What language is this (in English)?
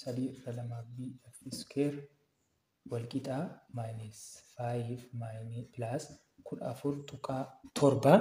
Oromo